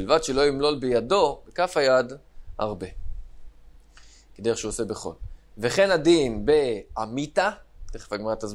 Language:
Hebrew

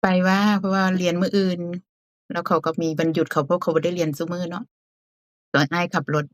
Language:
Northeastern Thai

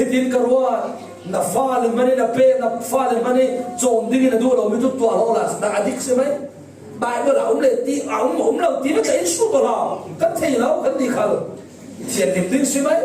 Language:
Falam Chin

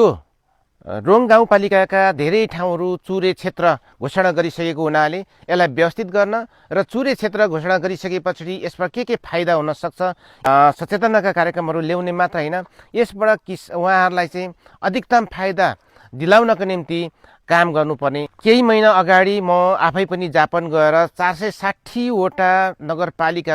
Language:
Nepali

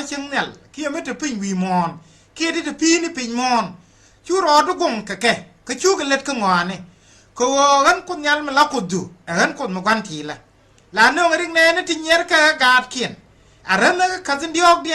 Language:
Nuer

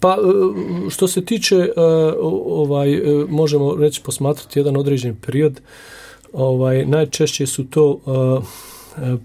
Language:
Bosnian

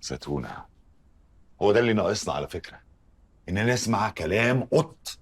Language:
Egyptian Arabic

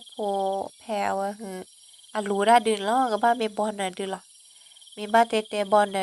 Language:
S'gaw Karen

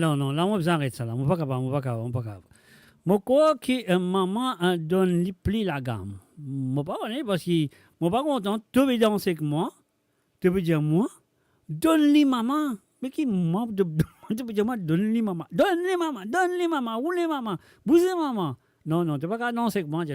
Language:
Morisyen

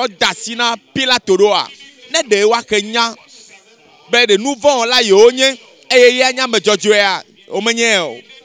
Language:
Ewe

